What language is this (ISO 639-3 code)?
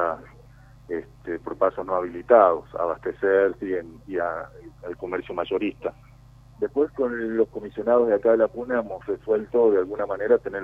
spa